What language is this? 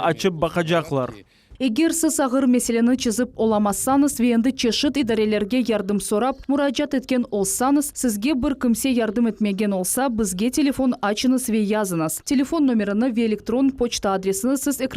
Crimean Tatar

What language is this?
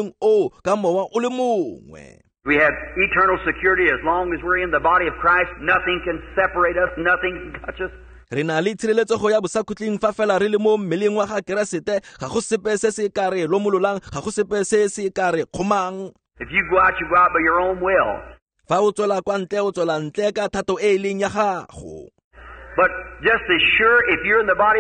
Tswana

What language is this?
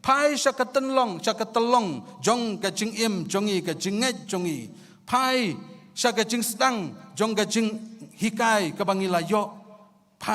Khasi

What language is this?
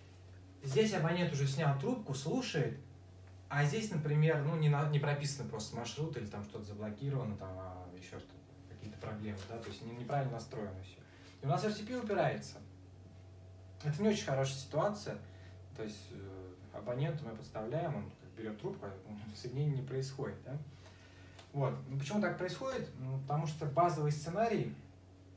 Russian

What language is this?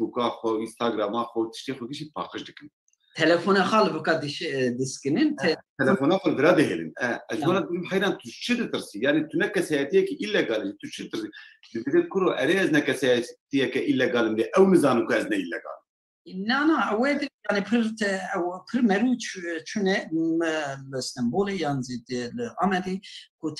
Kurdish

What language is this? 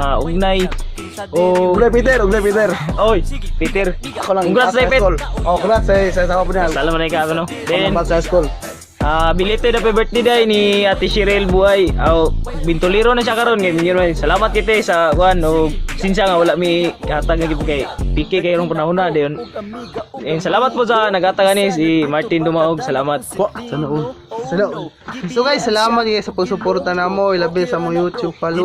Cebuano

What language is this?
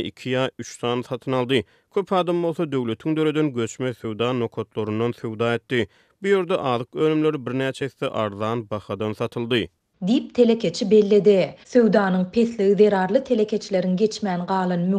Turkmen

